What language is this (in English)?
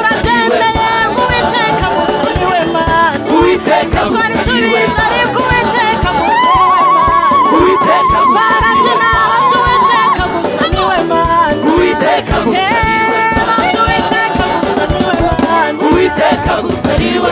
Kinyarwanda